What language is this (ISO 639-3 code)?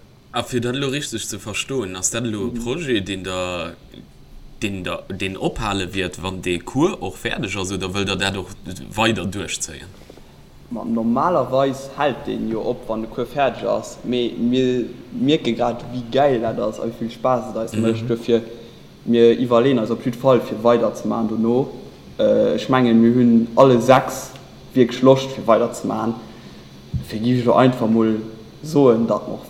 ltz